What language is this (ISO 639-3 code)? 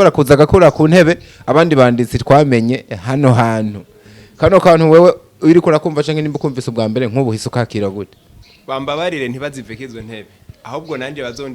run